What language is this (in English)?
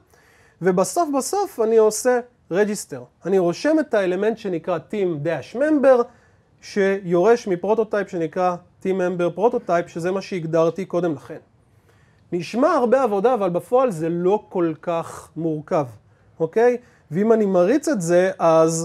Hebrew